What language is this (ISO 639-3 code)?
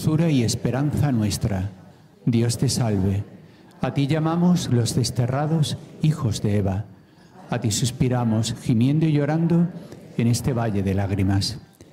spa